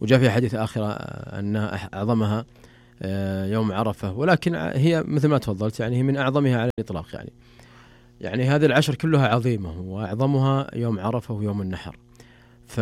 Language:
Najdi Arabic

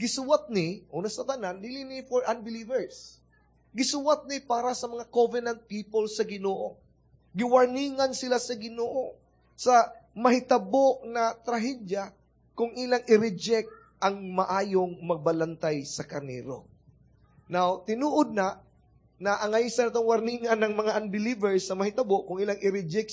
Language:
Cebuano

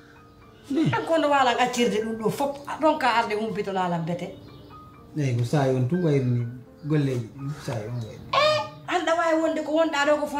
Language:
Pular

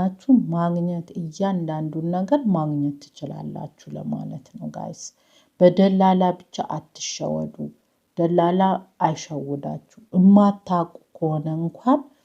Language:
Amharic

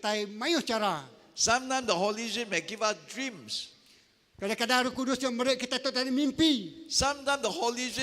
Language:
Iban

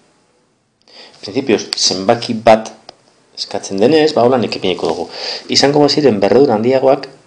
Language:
Basque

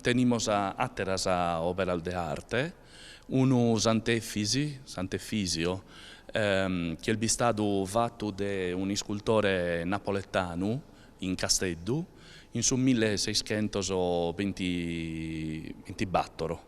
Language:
Sardinian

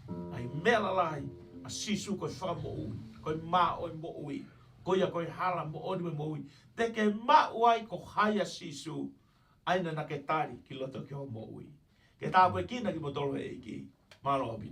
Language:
Tongan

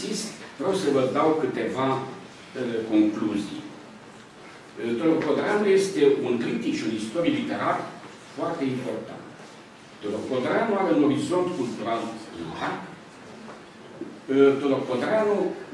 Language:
Romanian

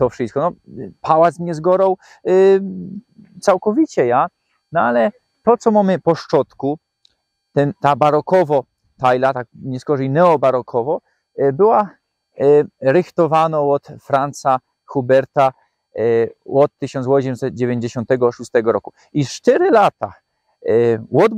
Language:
Silesian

